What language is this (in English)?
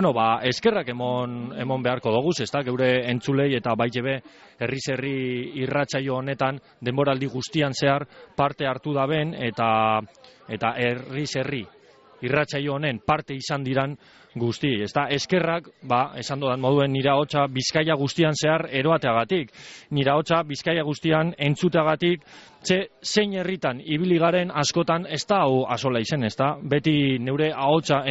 Basque